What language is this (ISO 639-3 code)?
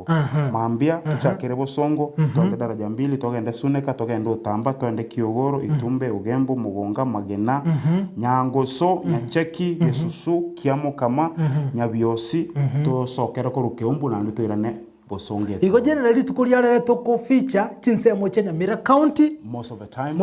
guz